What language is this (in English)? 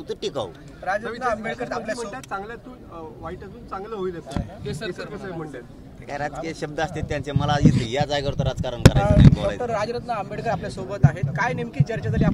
Marathi